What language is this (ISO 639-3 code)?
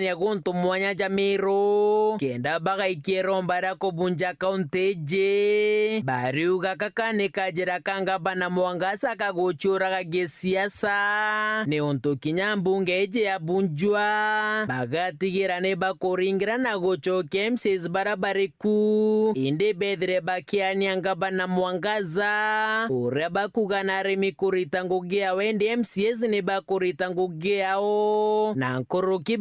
mer